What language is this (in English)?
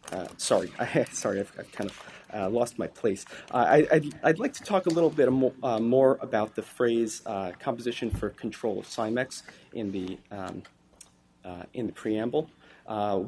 English